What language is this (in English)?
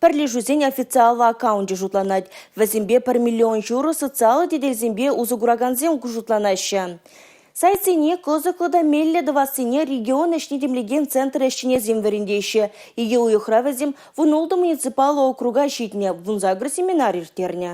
Chuvash